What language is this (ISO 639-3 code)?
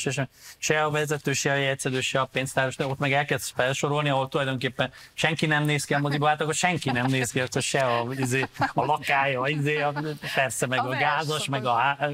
hun